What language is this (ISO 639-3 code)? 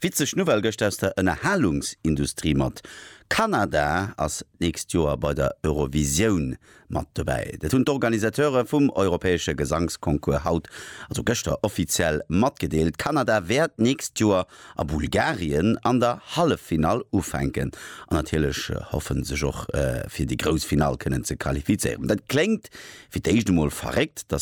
ltz